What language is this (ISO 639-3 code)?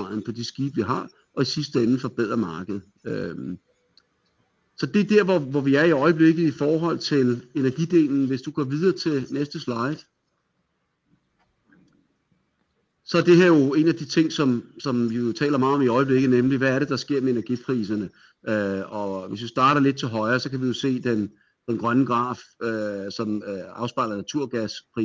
dan